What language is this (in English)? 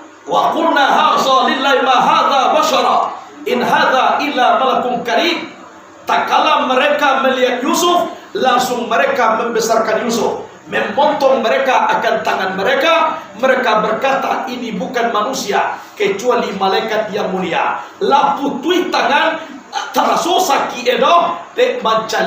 Minangkabau